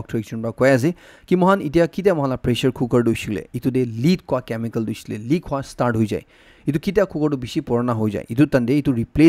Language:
Naga Pidgin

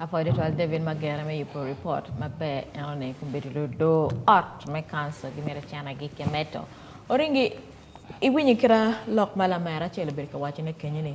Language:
Acoli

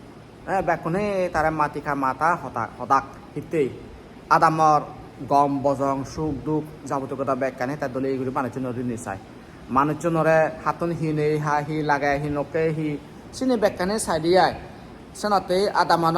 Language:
Chakma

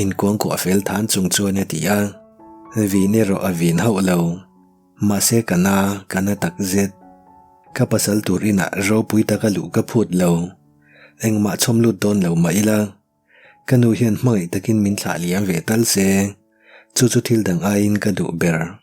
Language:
Mizo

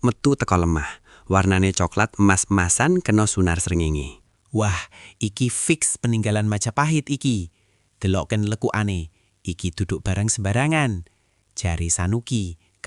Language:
Javanese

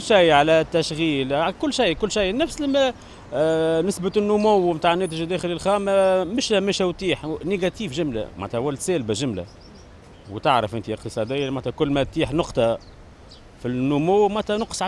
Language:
Tunisian Arabic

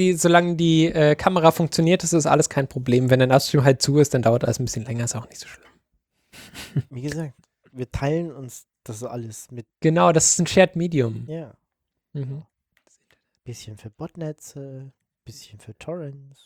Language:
German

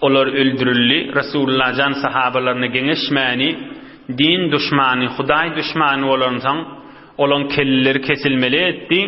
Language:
Turkmen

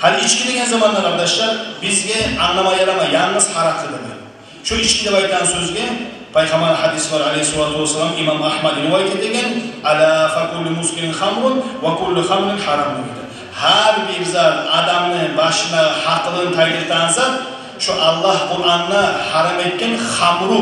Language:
Kumyk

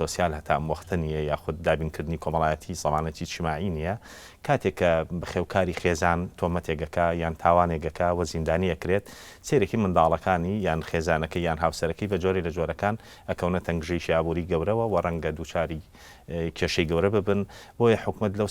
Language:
Central Kurdish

